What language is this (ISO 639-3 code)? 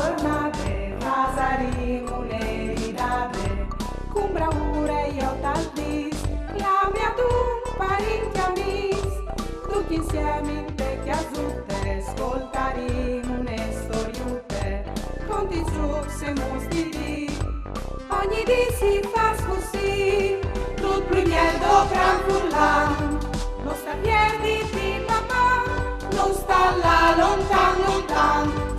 fur